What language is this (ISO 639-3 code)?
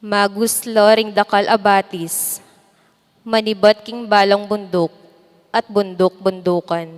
pam